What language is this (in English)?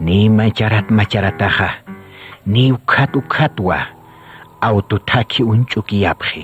Aymara